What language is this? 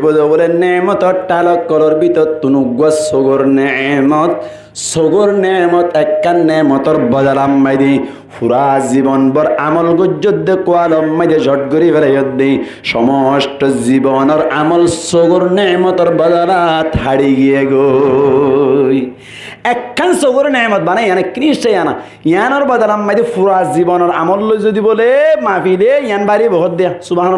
Rohingya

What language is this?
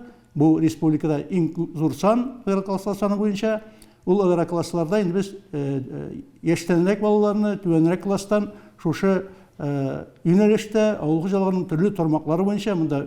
Tatar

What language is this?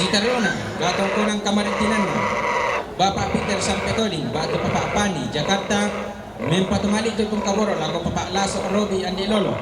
Toraja-Sa'dan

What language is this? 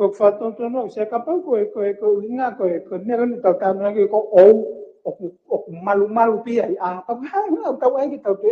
Tongan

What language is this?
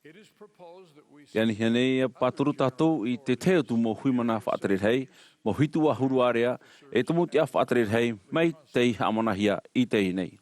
Tahitian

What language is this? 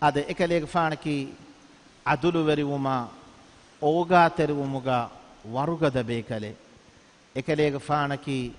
Divehi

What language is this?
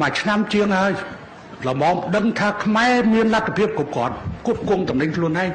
Khmer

